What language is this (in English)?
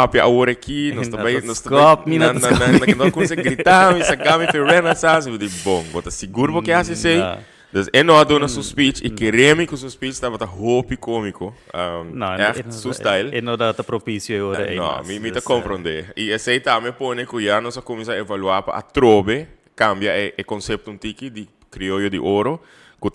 Papiamento